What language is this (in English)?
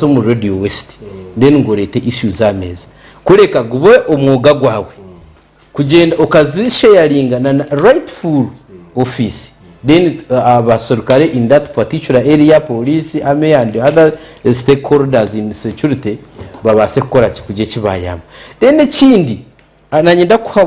Nyankole